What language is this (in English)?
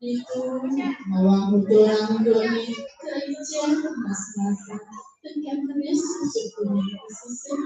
Balinese